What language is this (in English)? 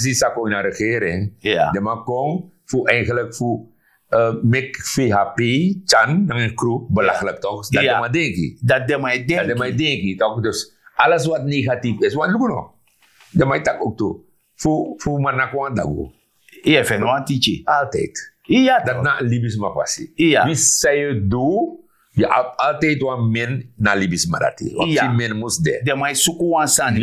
Sranan Tongo